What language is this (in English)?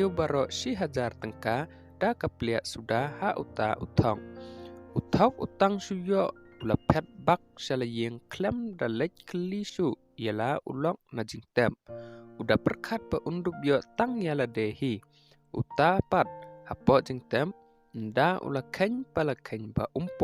Khasi